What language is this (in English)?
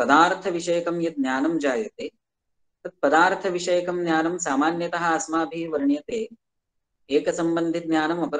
Sanskrit